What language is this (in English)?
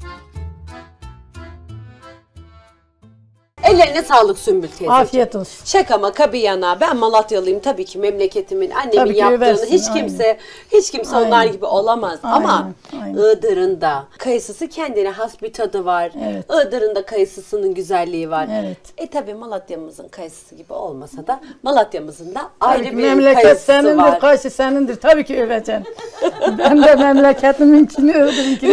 Turkish